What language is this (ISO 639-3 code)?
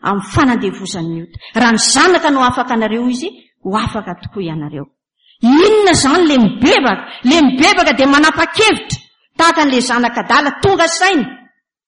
mlg